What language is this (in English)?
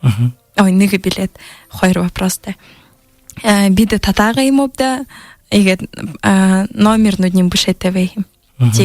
Buriat